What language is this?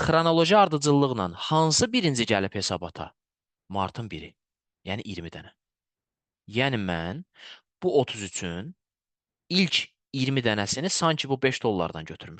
Azerbaijani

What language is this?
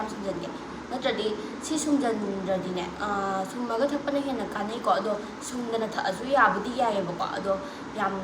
Manipuri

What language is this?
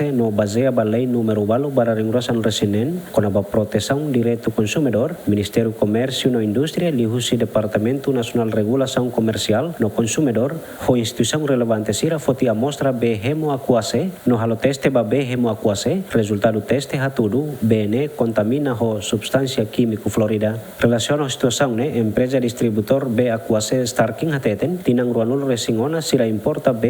Tetum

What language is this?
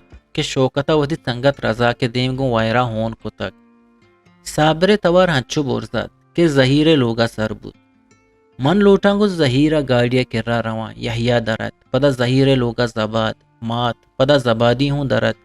Eastern Balochi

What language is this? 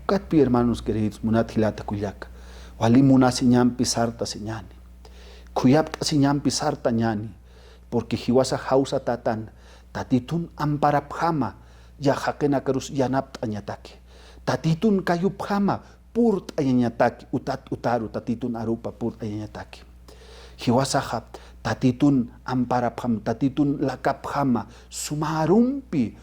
Aymara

